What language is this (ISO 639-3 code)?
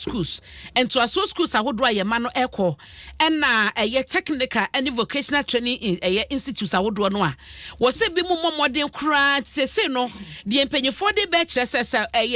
aka